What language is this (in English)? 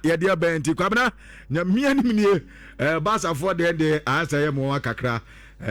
Akan